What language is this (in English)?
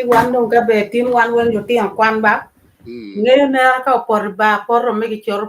Acoli